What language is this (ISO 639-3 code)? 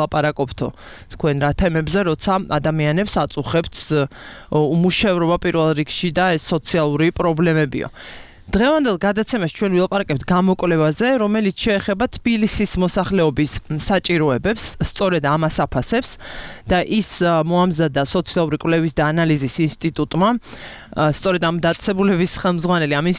kat